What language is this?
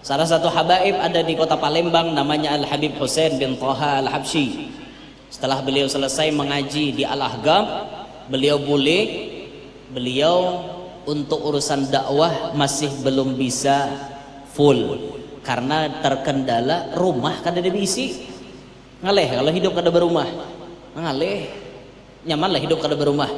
Banjar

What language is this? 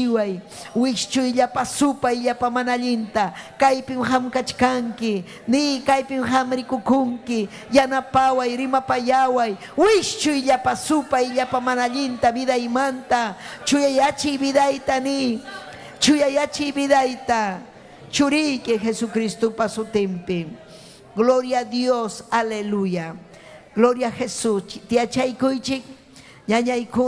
Ayacucho Quechua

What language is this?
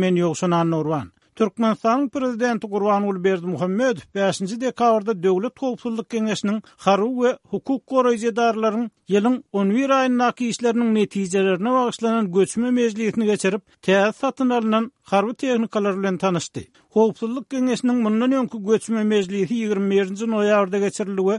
Turkmen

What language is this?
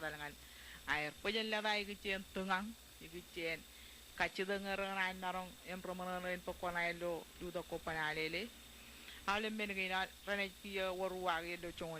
Marshallese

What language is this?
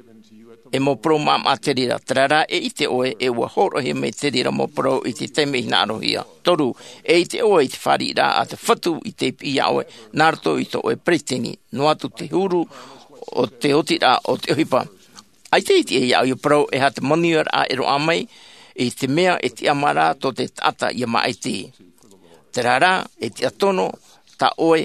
Tahitian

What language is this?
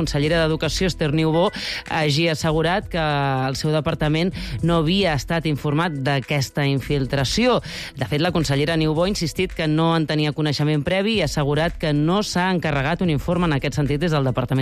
Catalan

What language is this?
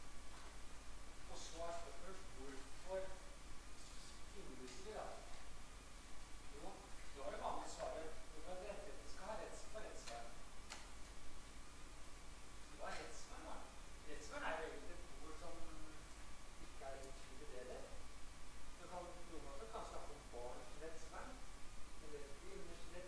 Norwegian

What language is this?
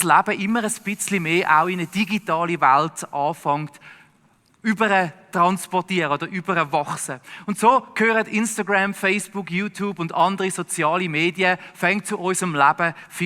Swiss German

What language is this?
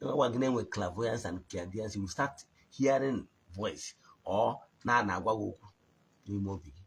Igbo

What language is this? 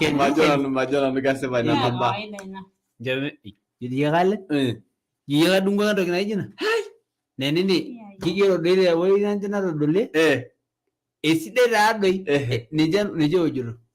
Masai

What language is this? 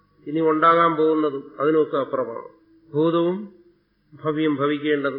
Malayalam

